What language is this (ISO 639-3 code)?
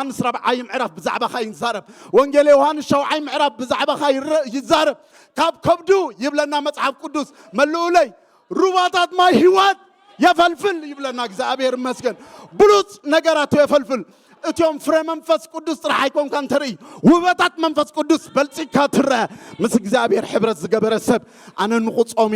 tir